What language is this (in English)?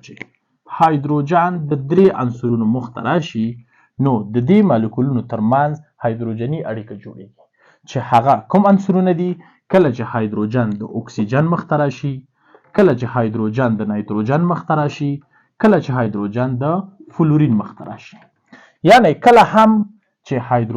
Pashto